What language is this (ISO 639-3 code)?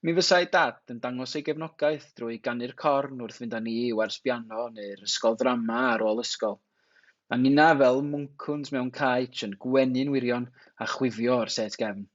cym